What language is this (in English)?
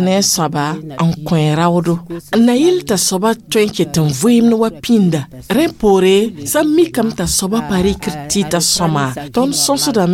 Mossi